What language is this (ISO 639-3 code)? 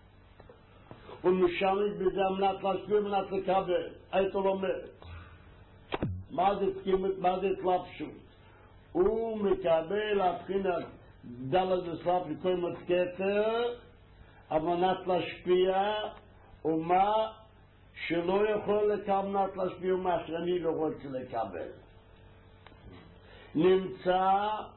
heb